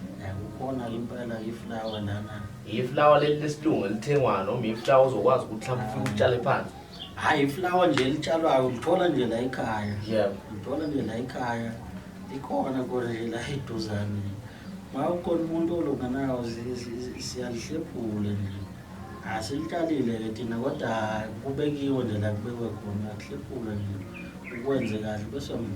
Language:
Zulu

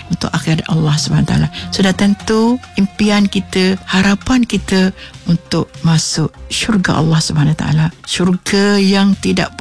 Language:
Malay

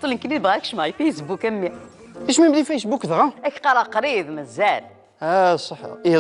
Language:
Kabyle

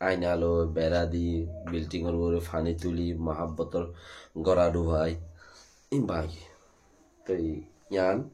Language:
Rohingya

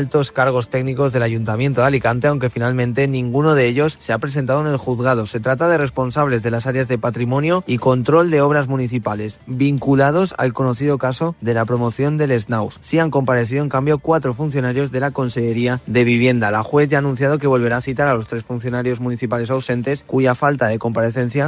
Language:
Spanish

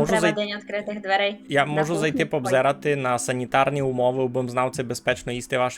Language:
Rusyn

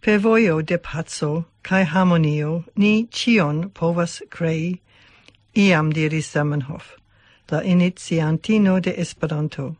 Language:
Esperanto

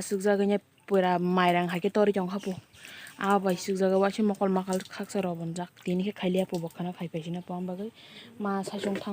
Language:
Kok Borok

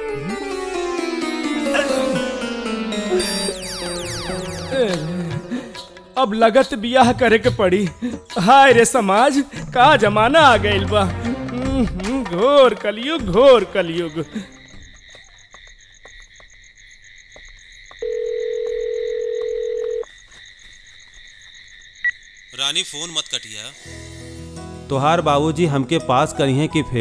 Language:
Bhojpuri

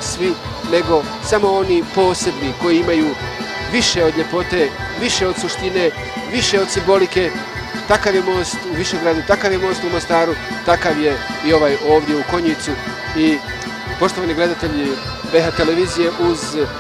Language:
Bosnian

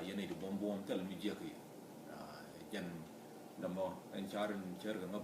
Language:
Nuer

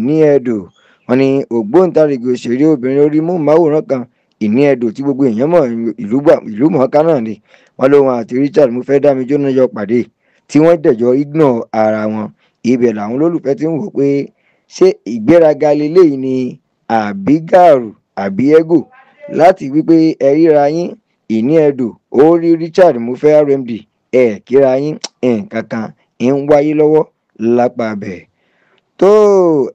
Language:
Yoruba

